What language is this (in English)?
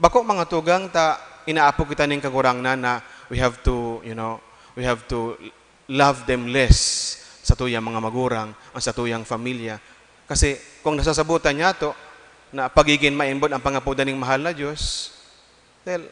Bikol